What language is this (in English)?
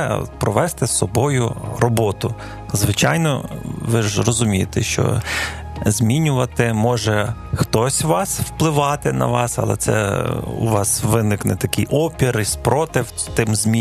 Ukrainian